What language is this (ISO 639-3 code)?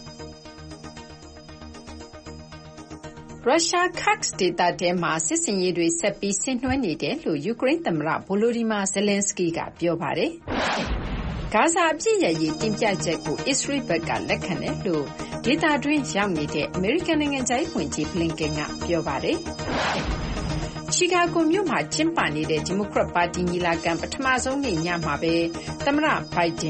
mya